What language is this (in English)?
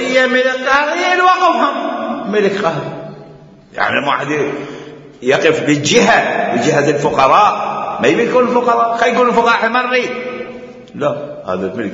Mesopotamian Arabic